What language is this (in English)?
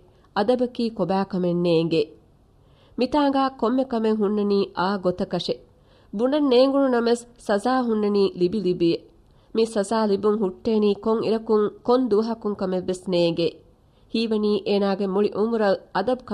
Divehi